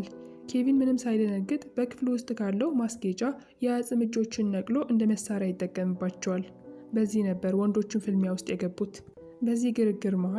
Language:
Amharic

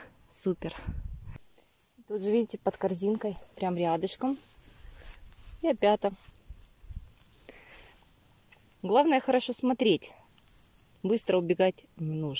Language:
Russian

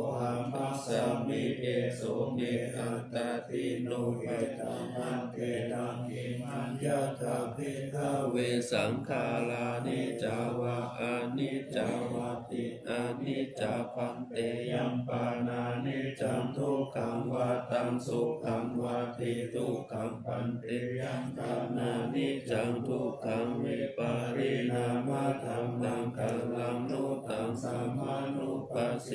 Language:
Pali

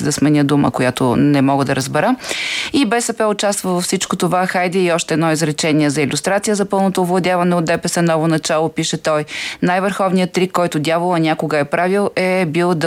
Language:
Bulgarian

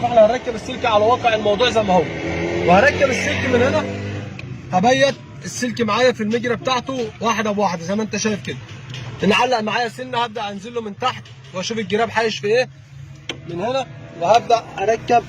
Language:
Egyptian Arabic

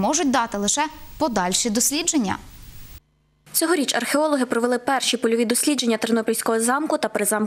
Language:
Ukrainian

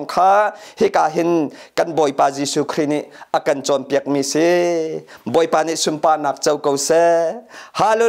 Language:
Hakha Chin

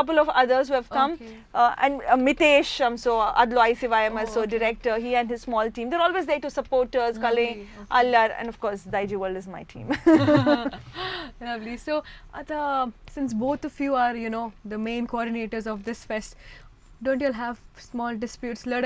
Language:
Konkani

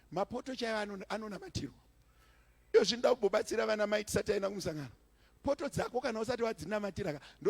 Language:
Shona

